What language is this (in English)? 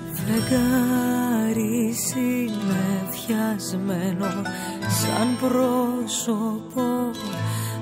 Greek